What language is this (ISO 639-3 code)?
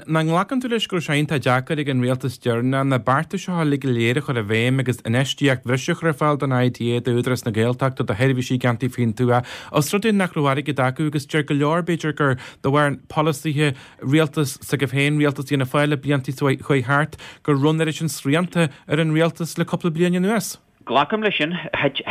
gle